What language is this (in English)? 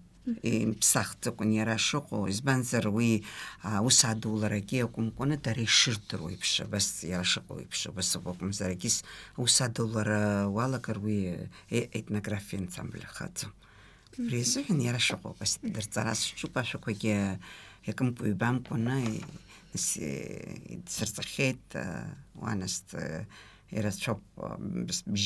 Abkhazian